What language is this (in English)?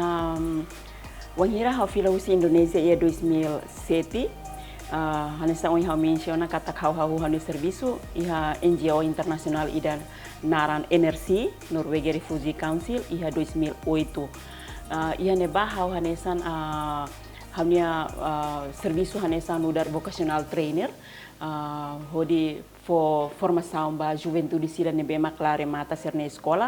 Tetum